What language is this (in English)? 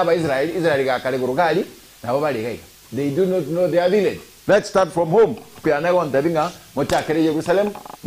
Gusii